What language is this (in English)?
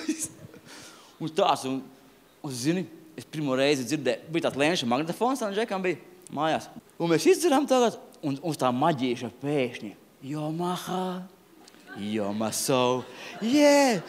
Latvian